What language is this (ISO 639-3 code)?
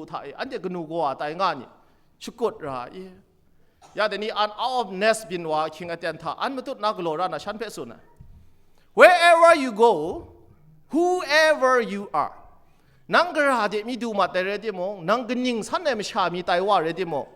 kac